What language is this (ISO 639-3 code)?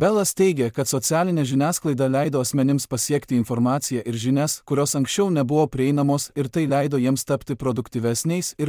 lit